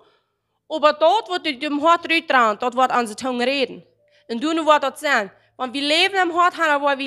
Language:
Plautdietsch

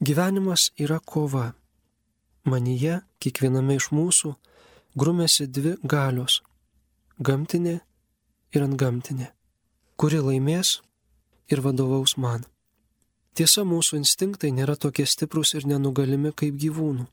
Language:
Lithuanian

